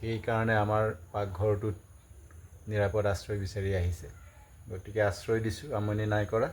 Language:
Assamese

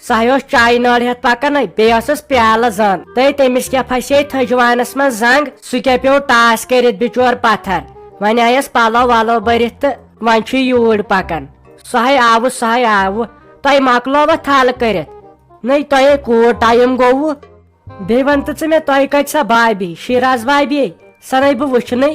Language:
Kashmiri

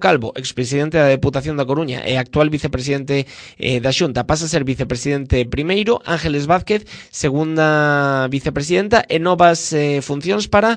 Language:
Galician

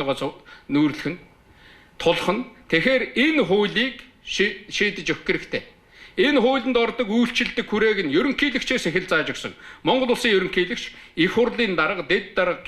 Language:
Mongolian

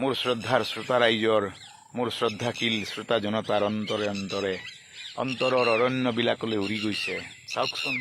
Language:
Assamese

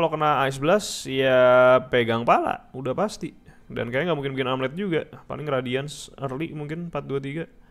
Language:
Indonesian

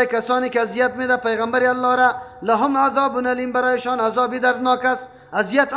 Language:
Persian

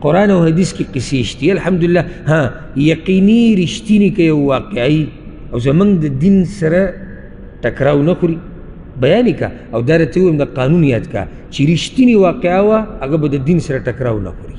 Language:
Pashto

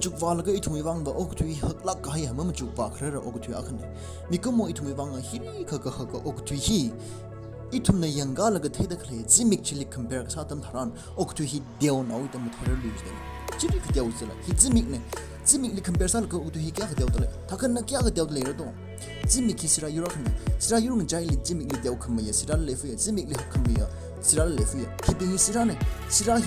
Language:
Tangkhul Naga (India)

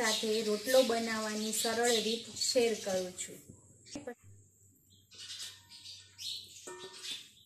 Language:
Gujarati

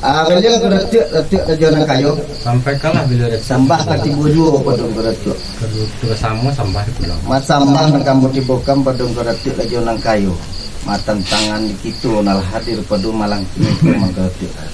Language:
Minangkabau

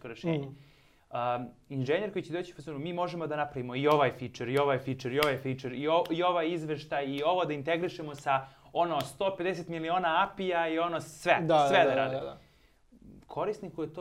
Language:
Serbian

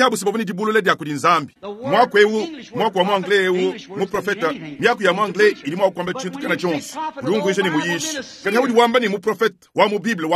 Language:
Luba-Lulua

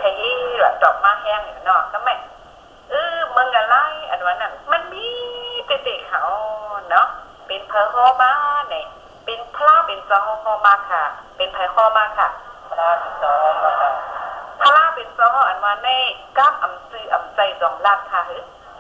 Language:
Shan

